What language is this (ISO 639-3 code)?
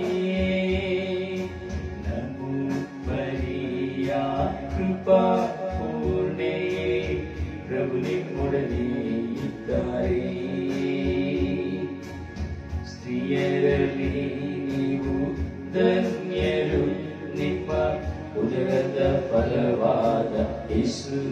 kan